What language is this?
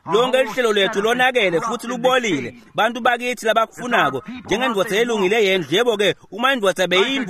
Swati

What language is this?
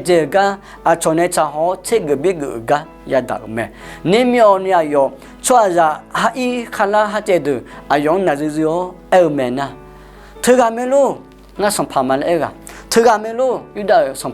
Akha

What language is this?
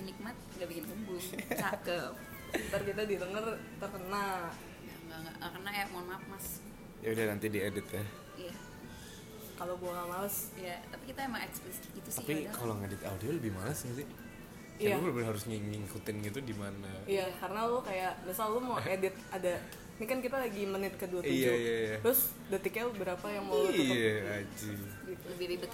Indonesian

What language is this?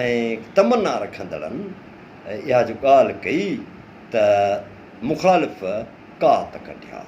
Sindhi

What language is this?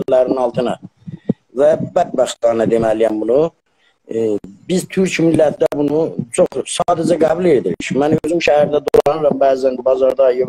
South Azerbaijani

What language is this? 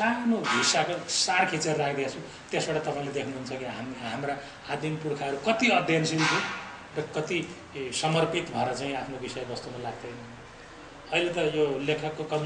Nepali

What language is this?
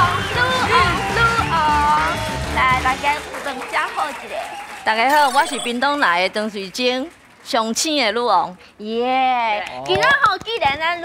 Min Nan Chinese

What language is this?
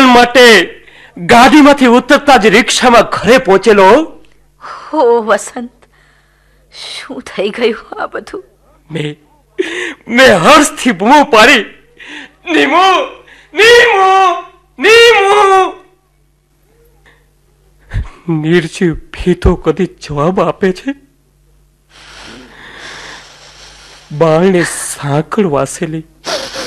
Gujarati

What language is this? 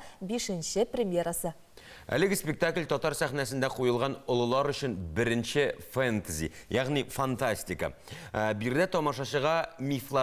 Tatar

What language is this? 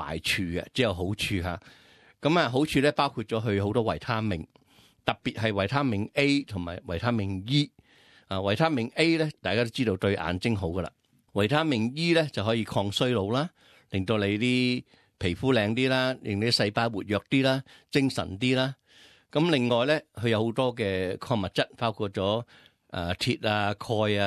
Cantonese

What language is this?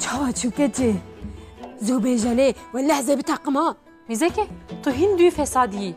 Kurdish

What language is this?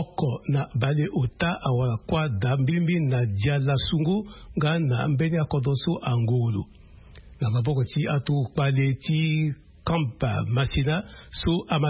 Sango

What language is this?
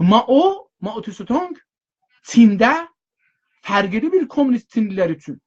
South Azerbaijani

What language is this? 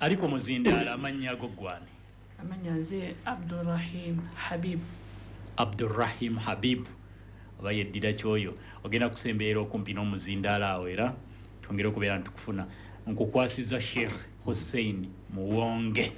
Ganda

